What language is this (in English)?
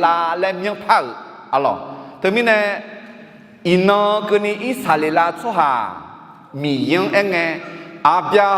Akha